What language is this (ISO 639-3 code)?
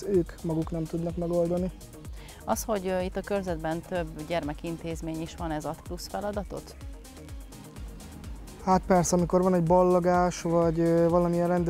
hun